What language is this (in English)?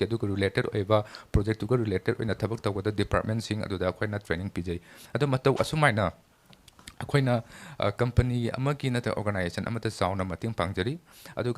Manipuri